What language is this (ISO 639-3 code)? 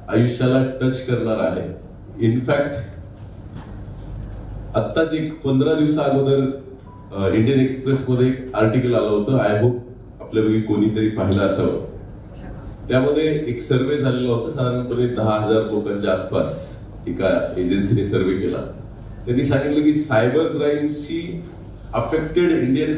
mar